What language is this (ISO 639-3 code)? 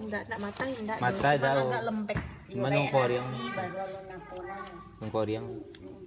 min